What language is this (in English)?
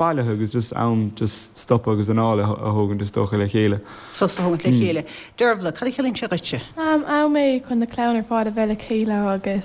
Irish